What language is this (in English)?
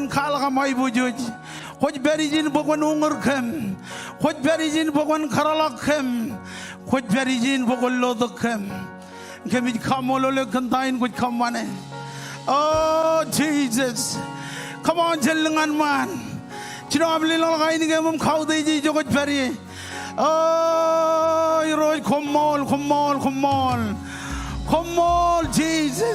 Marshallese